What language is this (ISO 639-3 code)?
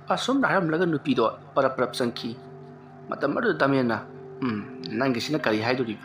mni